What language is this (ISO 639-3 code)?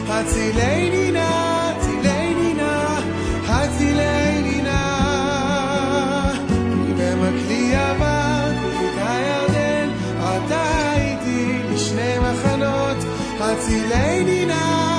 heb